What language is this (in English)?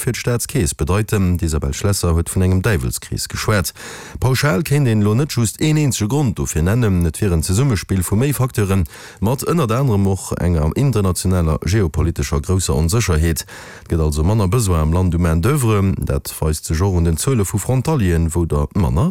Luxembourgish